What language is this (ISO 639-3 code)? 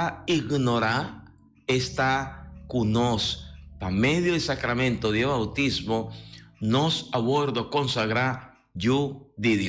pap